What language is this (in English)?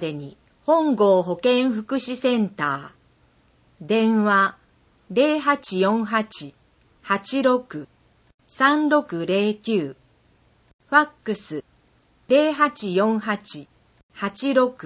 Japanese